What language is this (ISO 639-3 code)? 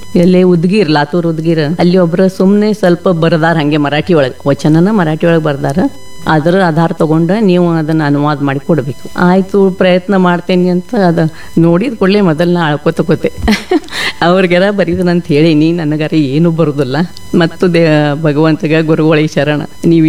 kan